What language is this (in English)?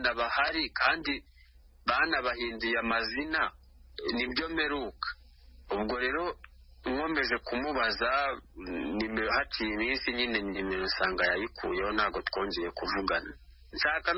Kinyarwanda